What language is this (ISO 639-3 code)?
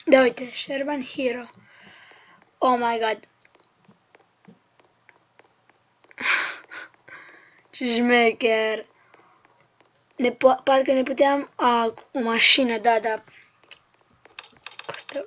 ron